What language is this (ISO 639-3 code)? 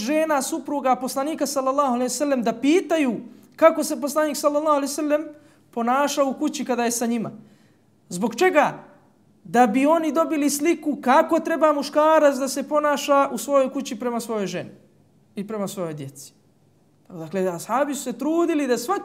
bos